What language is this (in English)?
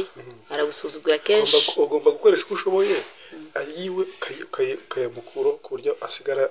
Kinyarwanda